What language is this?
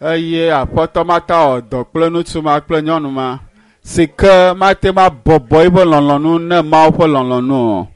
Ewe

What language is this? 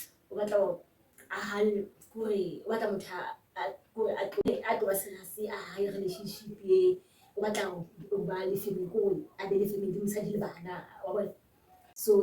Southern Sotho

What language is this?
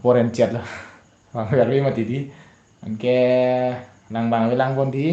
Karbi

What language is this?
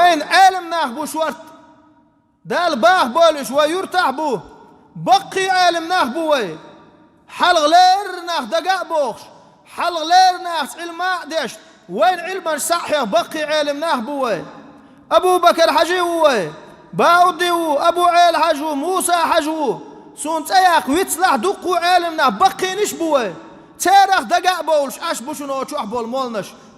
Chechen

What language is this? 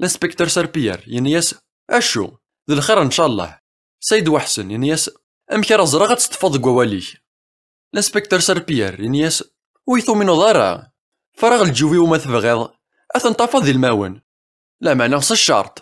Kabyle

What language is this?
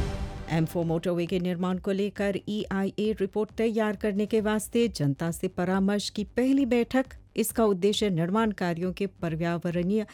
Hindi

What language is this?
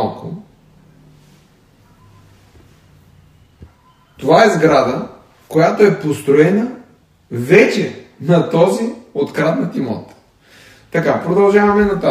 Bulgarian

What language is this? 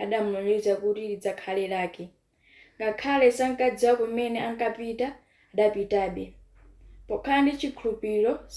Nyanja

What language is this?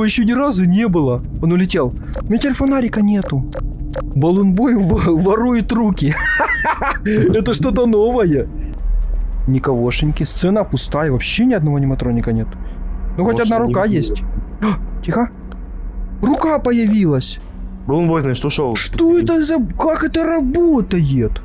Russian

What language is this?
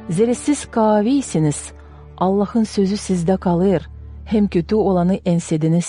Gagauz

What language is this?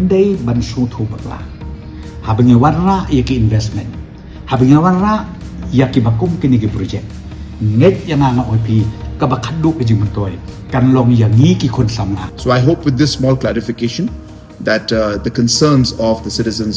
Pnar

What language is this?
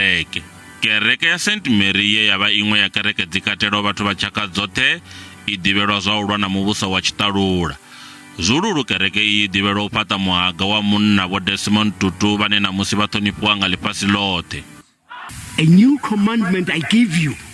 Venda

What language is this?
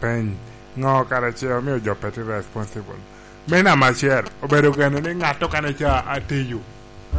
Lango (Uganda)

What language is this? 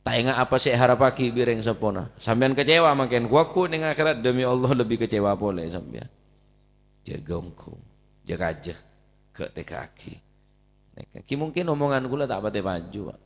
Madurese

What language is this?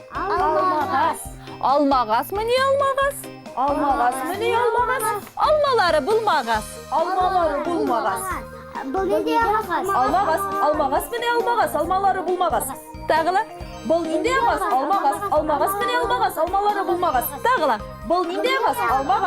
Bashkir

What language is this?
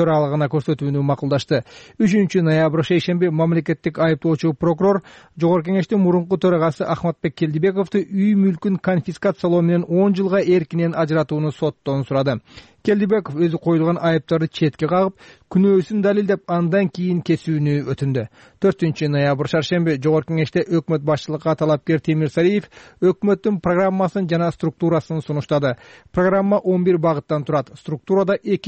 Kyrgyz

